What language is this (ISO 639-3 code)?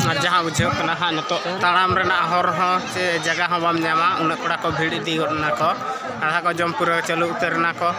sat